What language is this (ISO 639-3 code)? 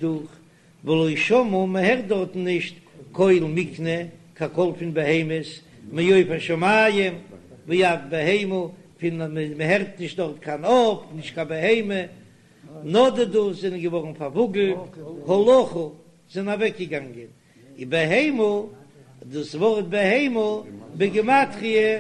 yid